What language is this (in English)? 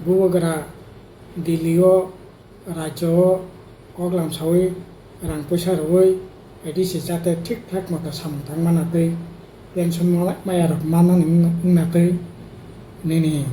Kok Borok